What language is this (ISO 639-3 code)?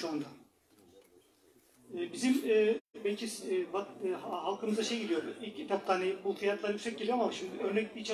tur